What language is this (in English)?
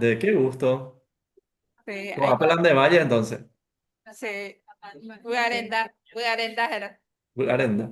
Guarani